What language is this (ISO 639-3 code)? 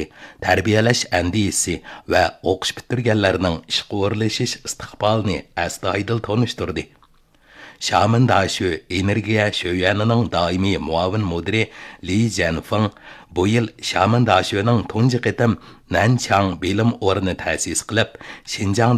uig